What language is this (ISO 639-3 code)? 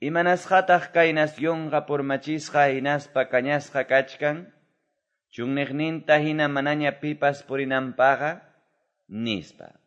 que